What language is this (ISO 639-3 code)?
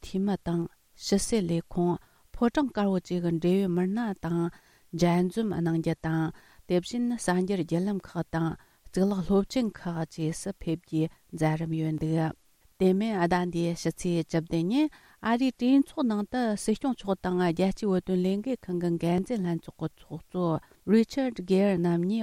bod